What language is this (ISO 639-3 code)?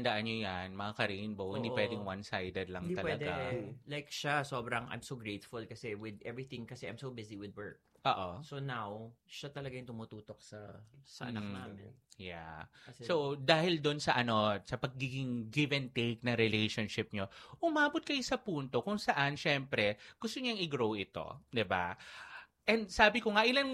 fil